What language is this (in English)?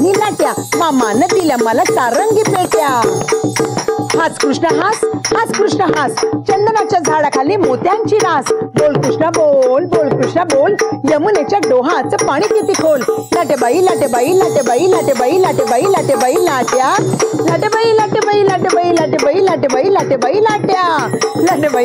Marathi